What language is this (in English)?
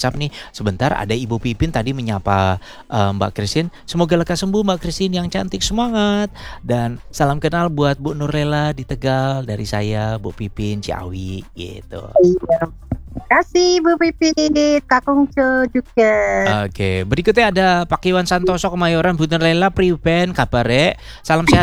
Indonesian